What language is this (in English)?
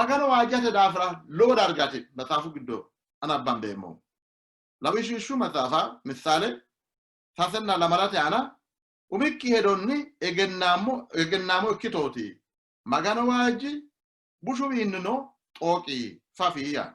Sidamo